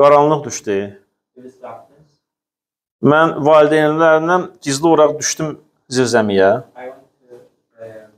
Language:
Azerbaijani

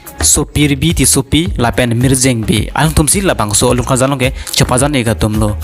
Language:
Karbi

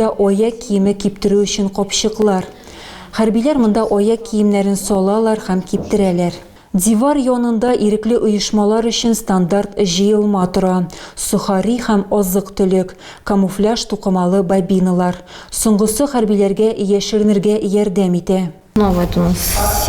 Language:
Tatar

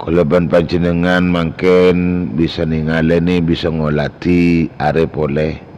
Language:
Madurese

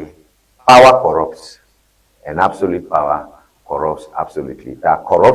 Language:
Ewe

